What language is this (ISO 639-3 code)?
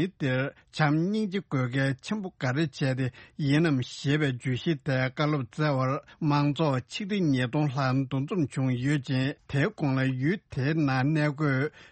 bod